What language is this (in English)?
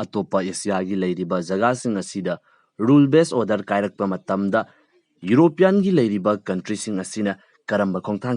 Manipuri